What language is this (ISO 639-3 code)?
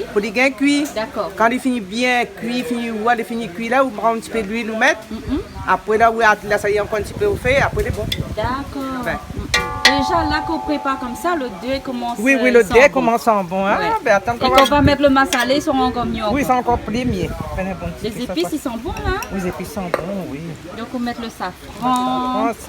rcf